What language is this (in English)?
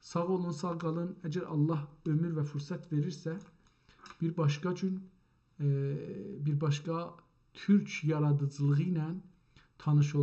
South Azerbaijani